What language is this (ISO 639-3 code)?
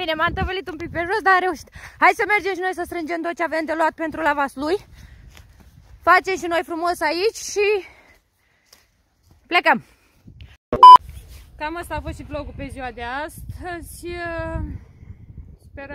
ron